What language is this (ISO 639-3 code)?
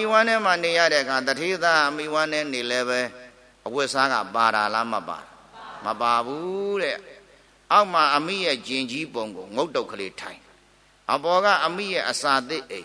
mya